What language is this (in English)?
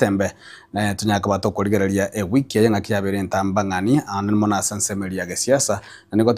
Gusii